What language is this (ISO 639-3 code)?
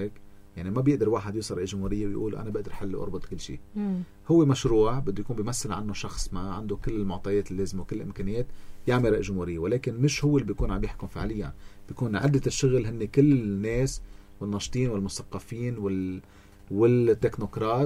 apc